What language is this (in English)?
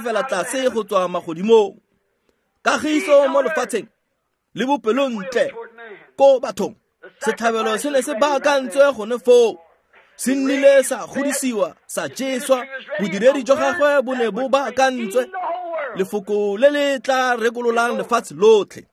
Tswana